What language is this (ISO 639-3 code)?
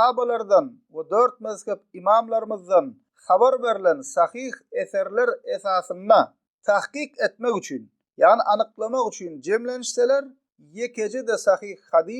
tuk